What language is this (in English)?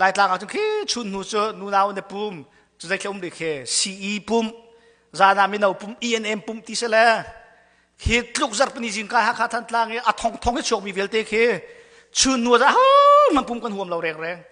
Hakha Chin